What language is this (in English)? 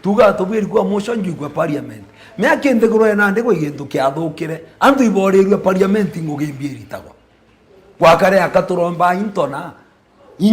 Meru